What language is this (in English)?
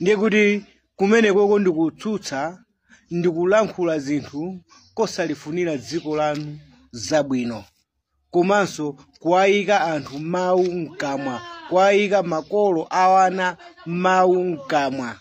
Nyanja